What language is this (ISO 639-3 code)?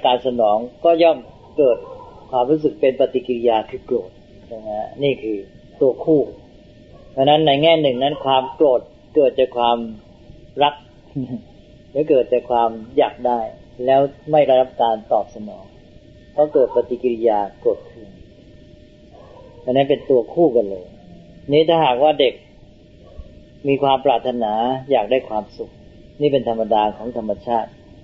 tha